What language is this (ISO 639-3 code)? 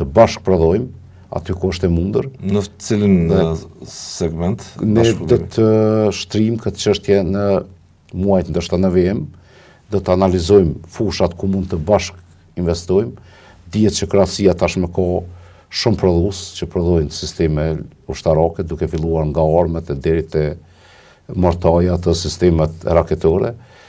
sqi